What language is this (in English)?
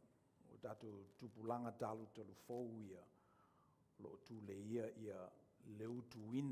Samoan